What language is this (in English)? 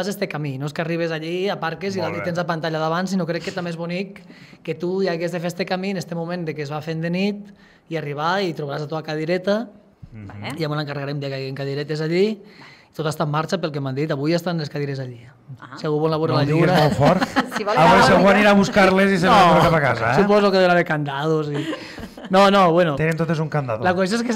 Catalan